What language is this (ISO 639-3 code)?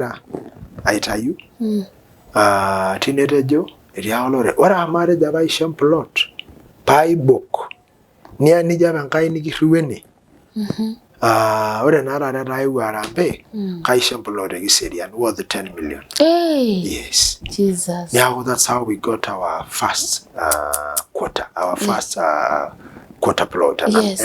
mas